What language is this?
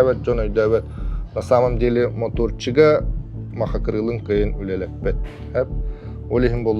Yakut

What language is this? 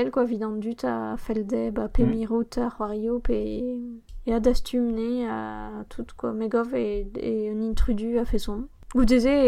Breton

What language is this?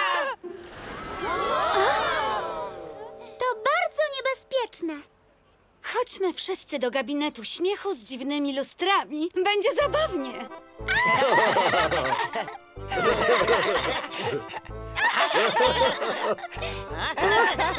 Polish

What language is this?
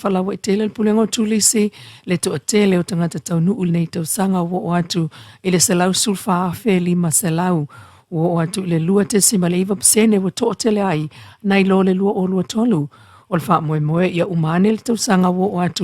Samoan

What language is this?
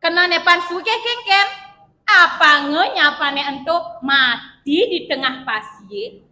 Balinese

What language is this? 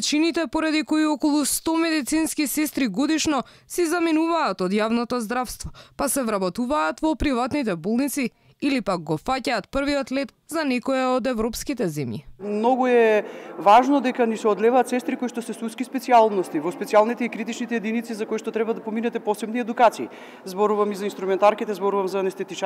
Macedonian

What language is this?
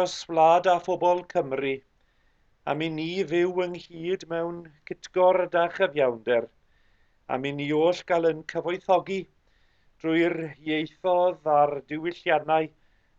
Welsh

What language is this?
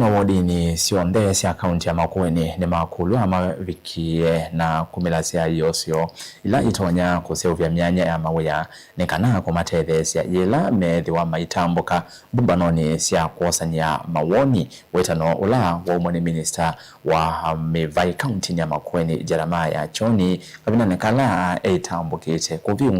Kamba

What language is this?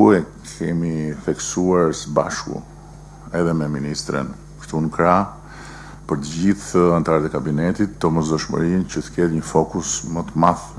Albanian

